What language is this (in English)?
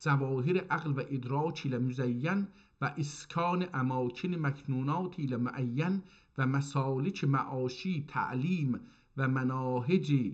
South Azerbaijani